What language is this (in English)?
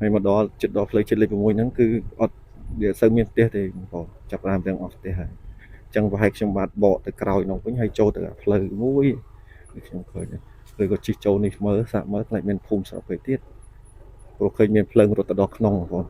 Khmer